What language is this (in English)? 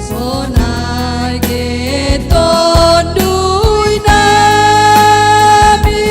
Batak Simalungun